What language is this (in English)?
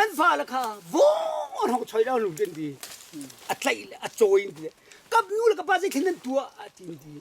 Hakha Chin